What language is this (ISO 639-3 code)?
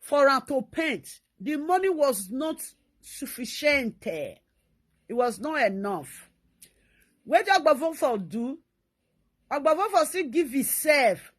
pcm